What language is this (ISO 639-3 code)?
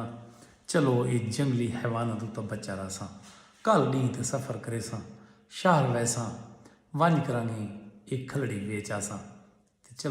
skr